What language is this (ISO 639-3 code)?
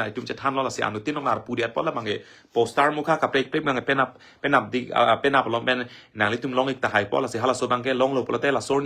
mjw